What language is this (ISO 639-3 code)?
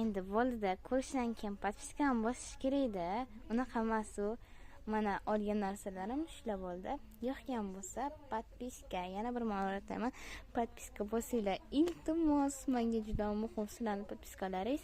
uzb